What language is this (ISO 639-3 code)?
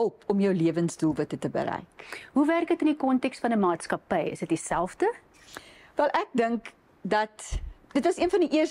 afr